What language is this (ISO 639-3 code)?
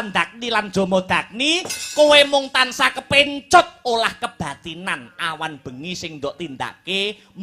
jav